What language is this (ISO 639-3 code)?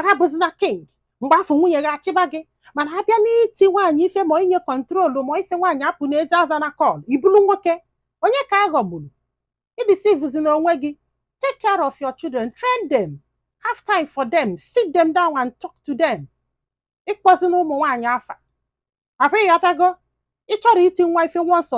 ibo